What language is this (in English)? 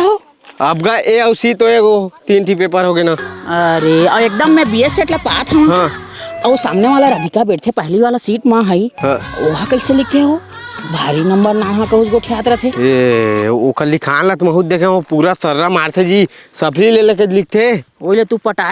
Chhattisgarhi